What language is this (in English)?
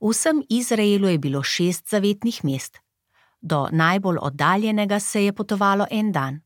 Slovenian